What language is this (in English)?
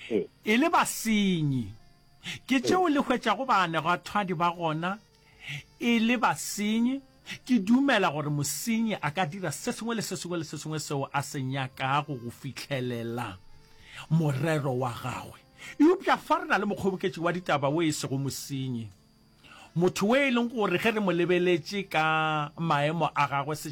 Northern Sotho